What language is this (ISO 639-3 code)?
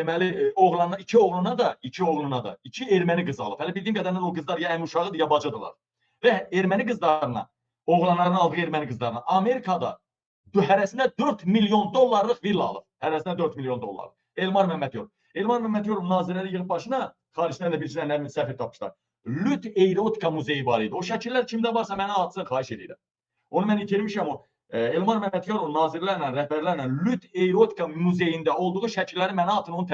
aze